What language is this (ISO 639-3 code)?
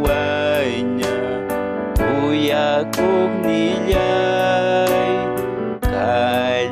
quy